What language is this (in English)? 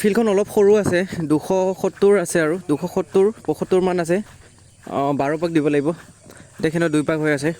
Assamese